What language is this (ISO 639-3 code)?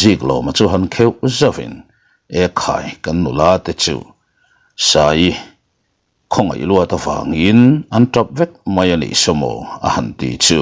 lus